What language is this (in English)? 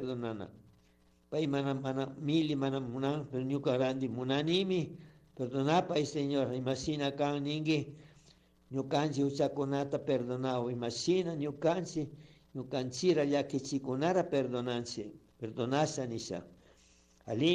Chimborazo Highland Quichua